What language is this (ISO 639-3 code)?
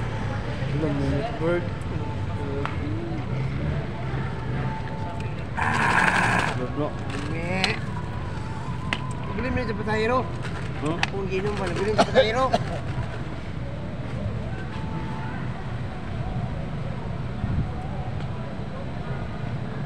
fil